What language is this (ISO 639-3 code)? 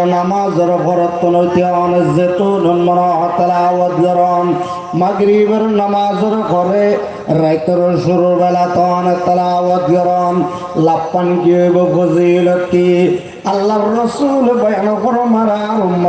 rhg